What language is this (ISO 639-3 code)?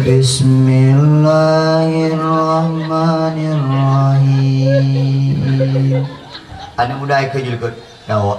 ace